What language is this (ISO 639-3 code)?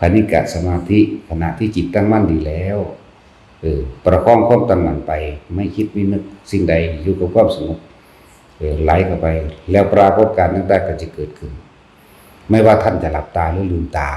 lao